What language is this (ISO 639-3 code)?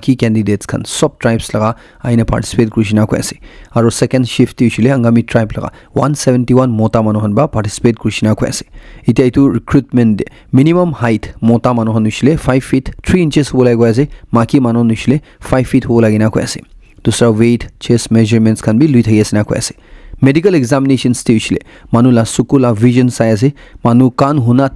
nag